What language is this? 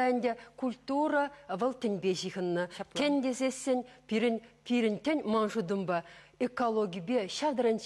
Chuvash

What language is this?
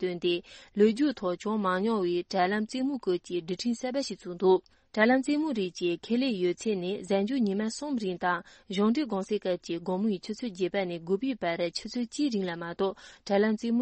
Tibetan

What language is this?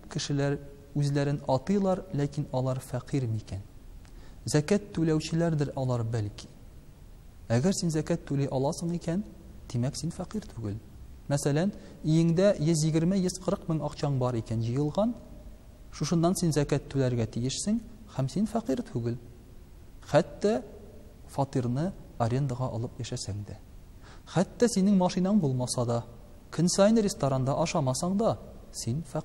Tatar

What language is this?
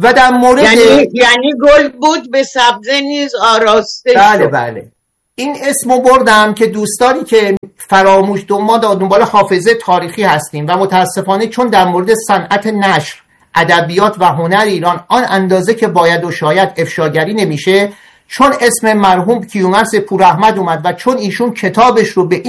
Persian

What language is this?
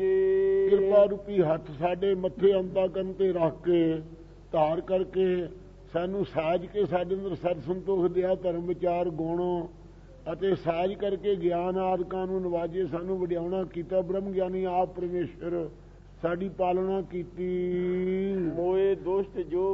Punjabi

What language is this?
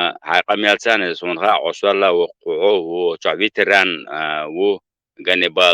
Chechen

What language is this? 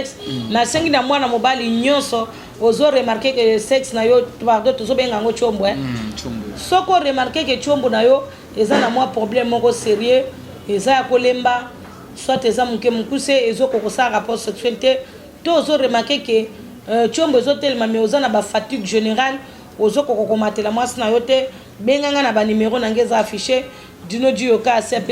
Lingala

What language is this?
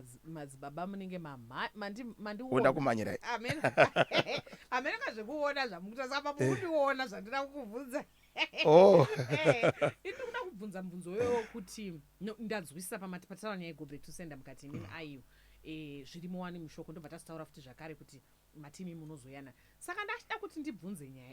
Shona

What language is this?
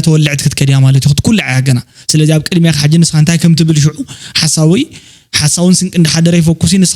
Tigrinya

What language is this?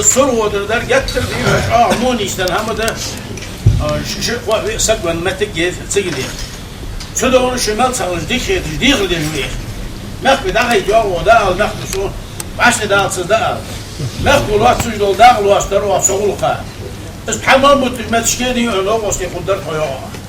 Ingush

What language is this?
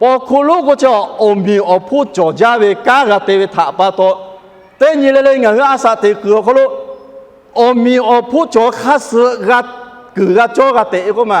Lahu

